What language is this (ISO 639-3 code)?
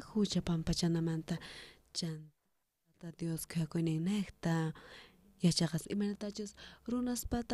quh